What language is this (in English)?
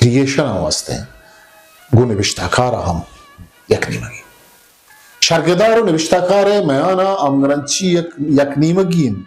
Eastern Balochi